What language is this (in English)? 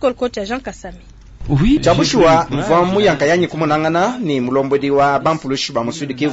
Luba-Lulua